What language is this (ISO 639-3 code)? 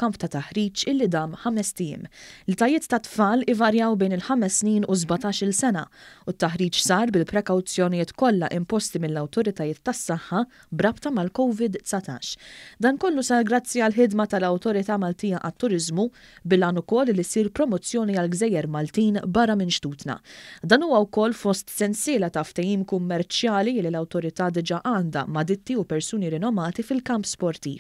mlt